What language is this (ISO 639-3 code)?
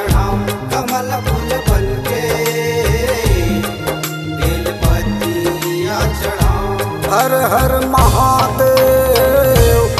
hne